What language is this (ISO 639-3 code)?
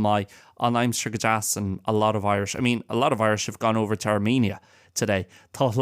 gle